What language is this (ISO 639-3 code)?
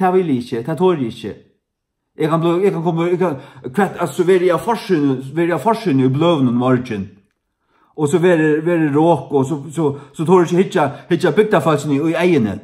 fao